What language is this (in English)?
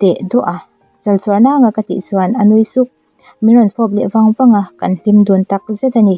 Mizo